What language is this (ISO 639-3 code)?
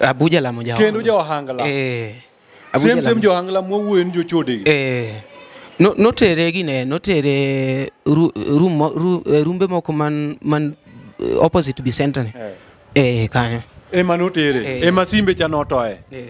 luo